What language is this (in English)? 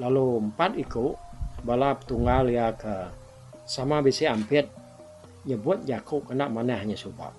Iban